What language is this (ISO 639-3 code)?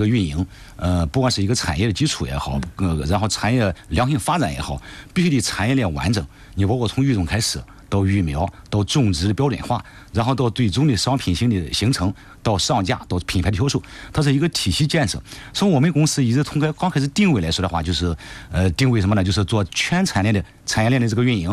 zho